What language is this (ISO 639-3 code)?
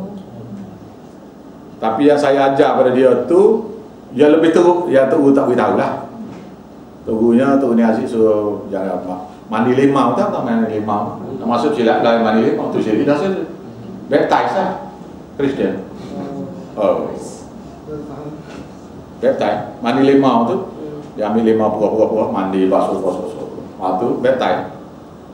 msa